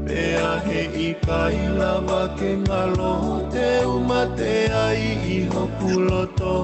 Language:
Tongan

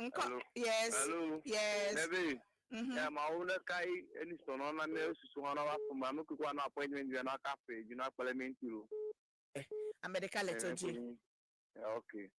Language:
Ewe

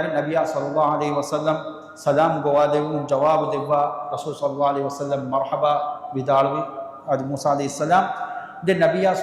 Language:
Divehi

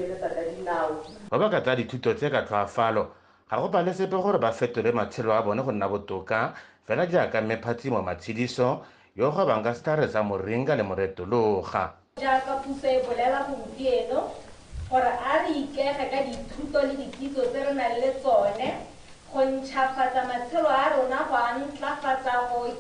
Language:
Tswana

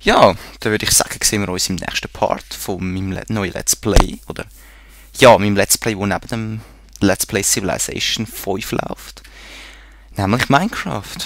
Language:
Swiss German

